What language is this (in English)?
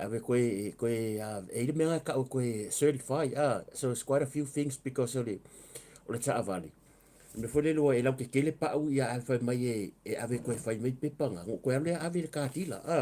Samoan